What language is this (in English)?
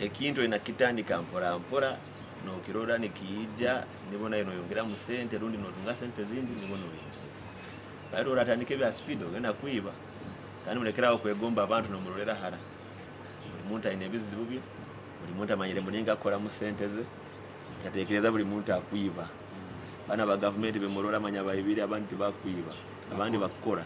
Nyoro